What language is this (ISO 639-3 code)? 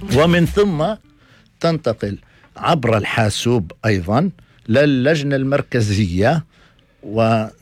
apc